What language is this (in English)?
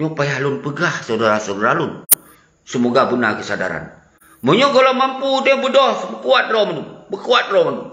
Achinese